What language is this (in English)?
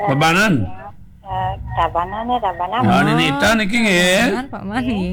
Balinese